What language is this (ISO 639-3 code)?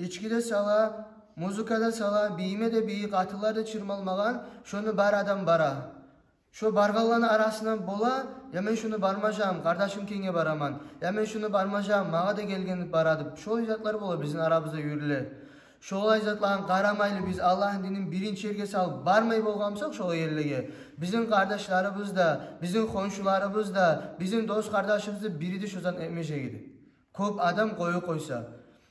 kum